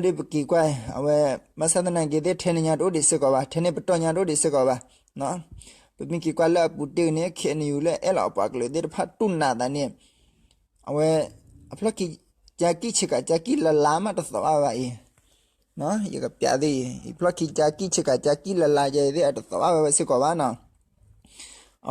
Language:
S'gaw Karen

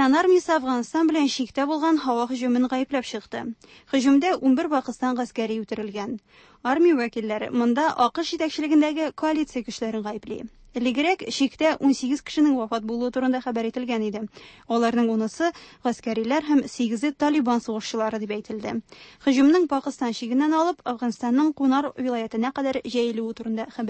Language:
Tatar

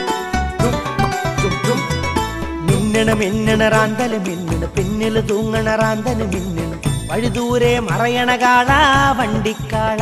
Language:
Malayalam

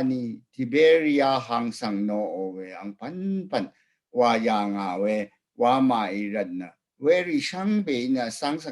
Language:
Rawang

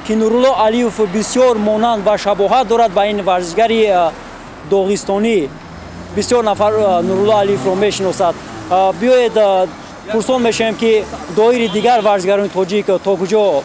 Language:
Tajik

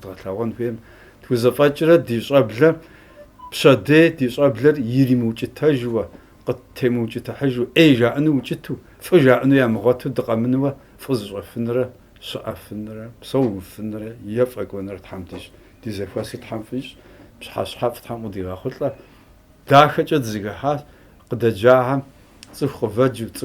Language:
Kabardian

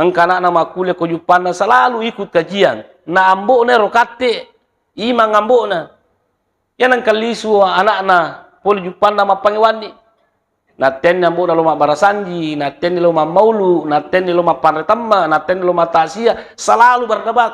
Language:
Buginese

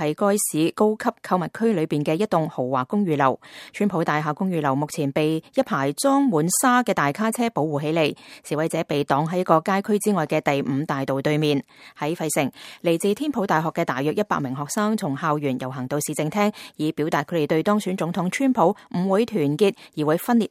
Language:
Cantonese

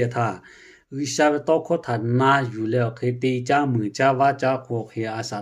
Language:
Lahu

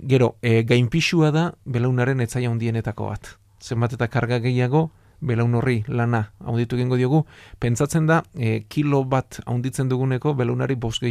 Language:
Basque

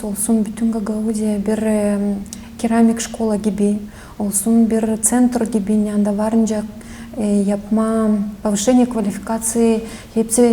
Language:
Gagauz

